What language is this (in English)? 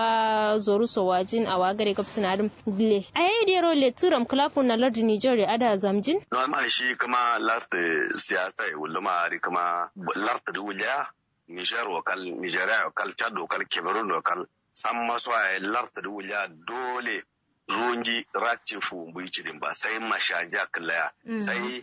Kanuri